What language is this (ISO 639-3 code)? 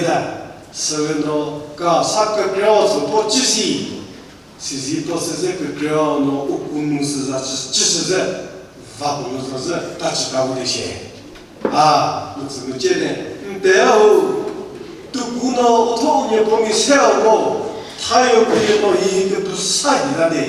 nri